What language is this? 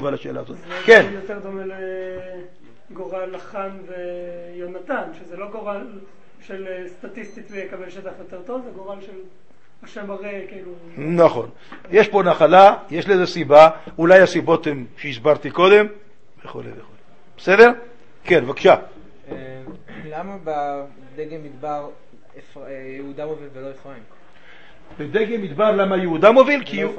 Hebrew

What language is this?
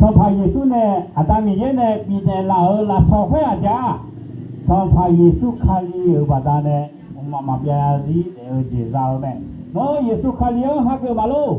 Akha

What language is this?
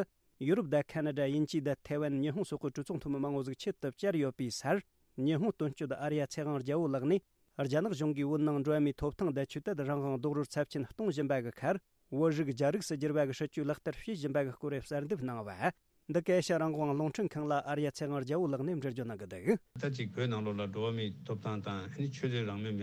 Tibetan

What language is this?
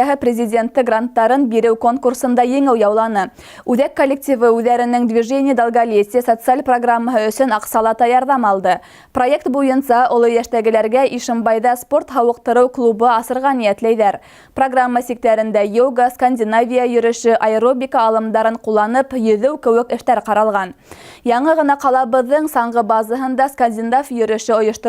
Bashkir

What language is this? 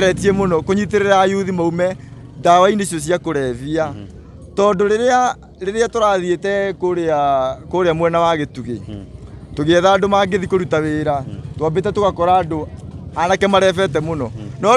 Kikuyu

